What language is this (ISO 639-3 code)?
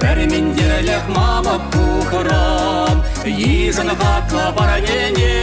chv